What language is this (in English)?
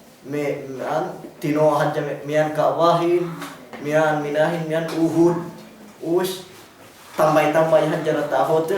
Yakan